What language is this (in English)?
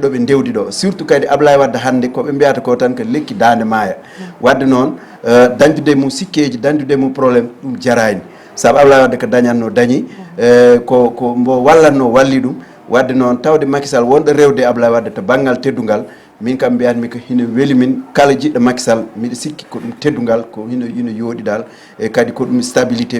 Fula